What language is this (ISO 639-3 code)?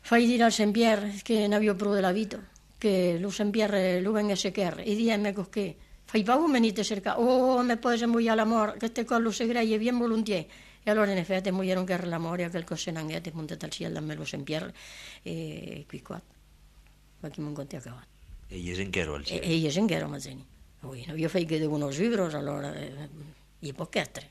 ita